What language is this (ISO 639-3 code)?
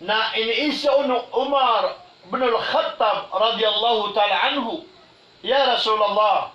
mrw